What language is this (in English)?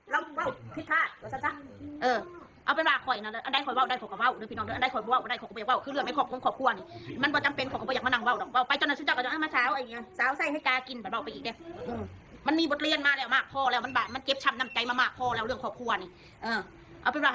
Northeastern Thai